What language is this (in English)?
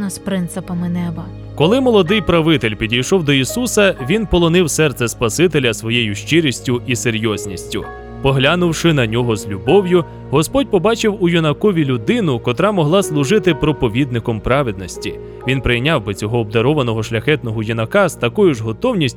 Ukrainian